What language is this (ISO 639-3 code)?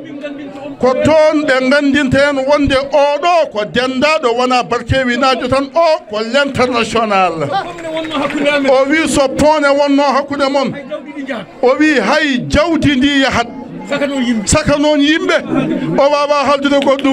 ful